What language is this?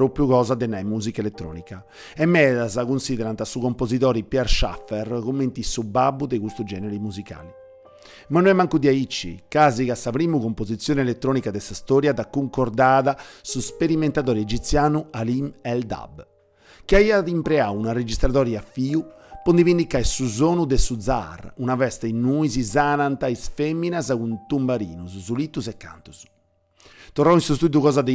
Sardinian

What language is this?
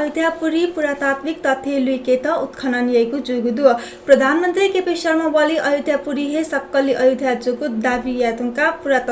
Newari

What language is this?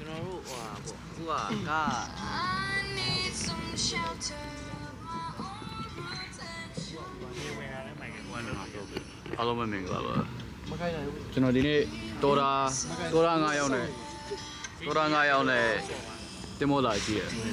Burmese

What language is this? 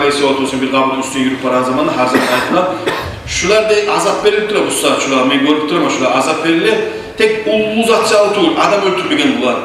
Kumyk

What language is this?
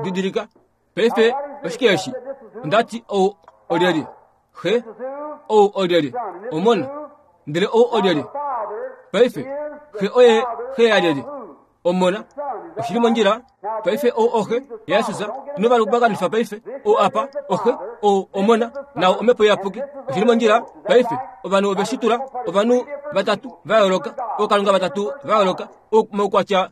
Kuanyama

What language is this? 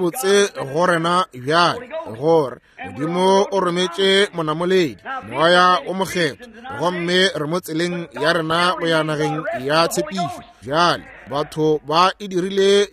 Northern Sotho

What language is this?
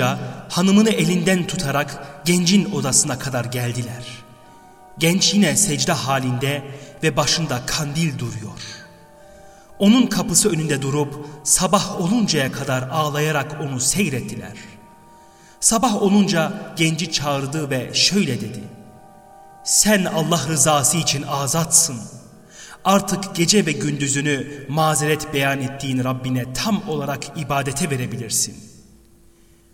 Turkish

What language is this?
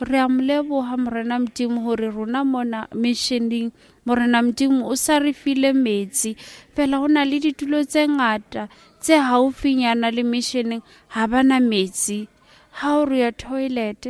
Southern Sotho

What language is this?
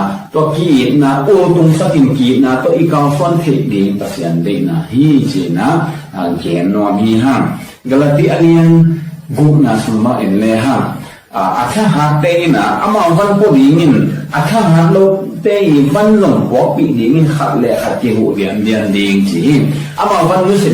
Tedim Chin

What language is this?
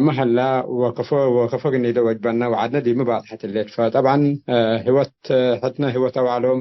Tigre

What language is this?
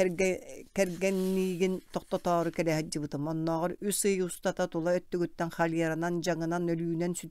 Yakut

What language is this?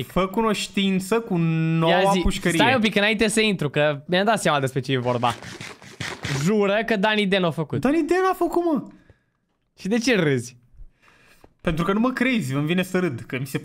Romanian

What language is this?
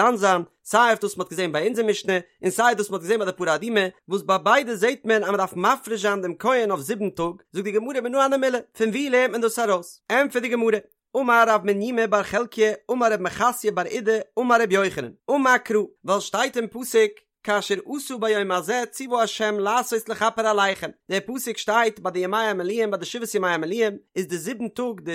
Yiddish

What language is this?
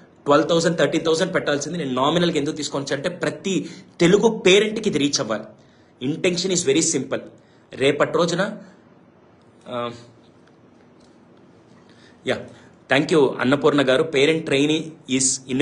Telugu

